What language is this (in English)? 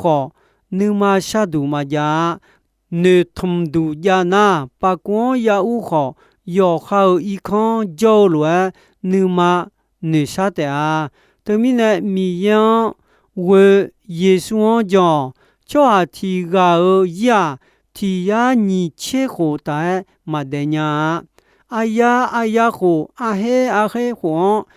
Akha